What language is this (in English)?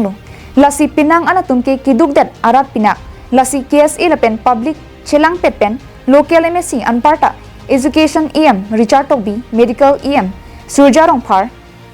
Karbi